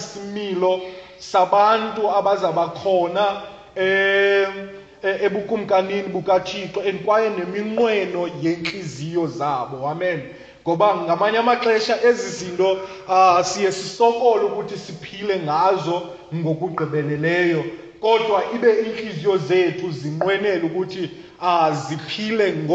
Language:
Xhosa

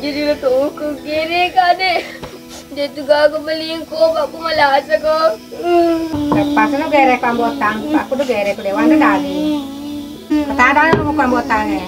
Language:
Buginese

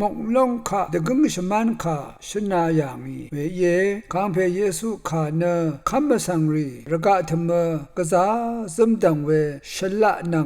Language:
Rawang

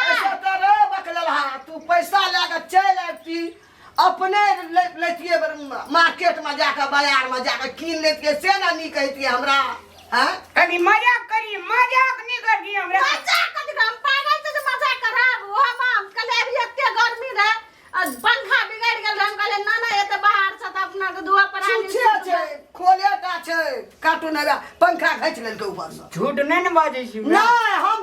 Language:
Maithili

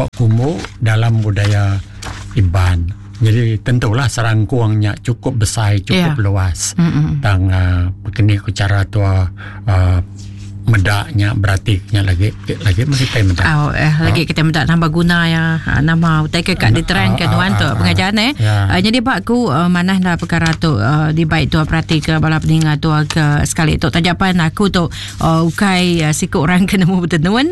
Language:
Iban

